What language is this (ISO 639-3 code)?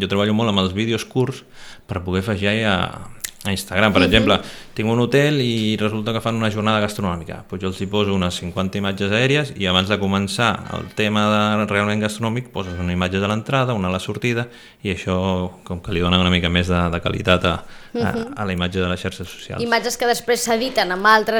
cat